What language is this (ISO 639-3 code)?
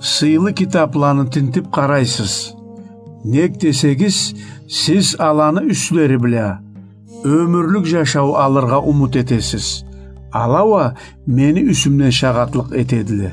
krc